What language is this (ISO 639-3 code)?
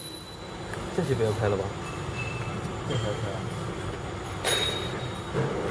zho